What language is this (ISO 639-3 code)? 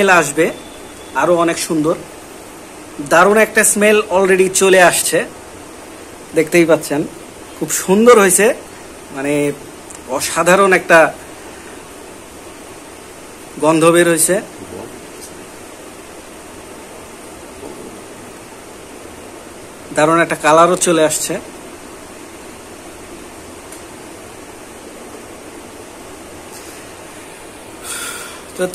ben